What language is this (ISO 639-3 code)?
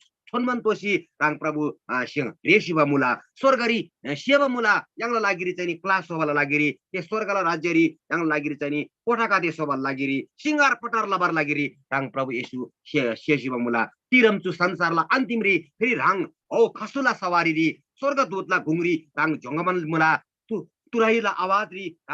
taj